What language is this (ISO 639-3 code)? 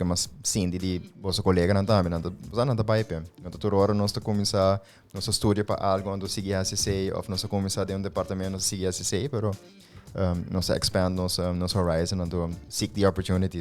pap